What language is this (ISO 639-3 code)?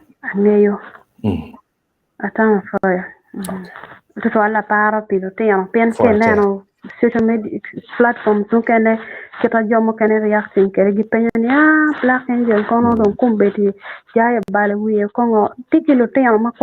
ach